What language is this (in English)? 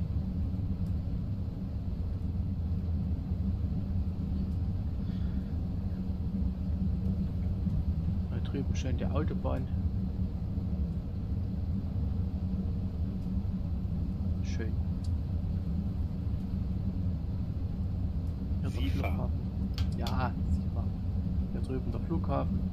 German